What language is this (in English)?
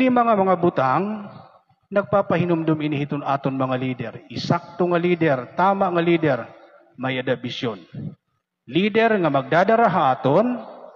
Waray